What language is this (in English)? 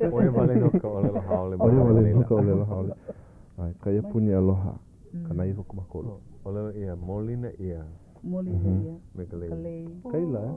Hawaiian